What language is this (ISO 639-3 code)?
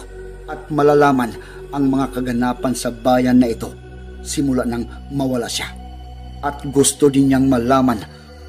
fil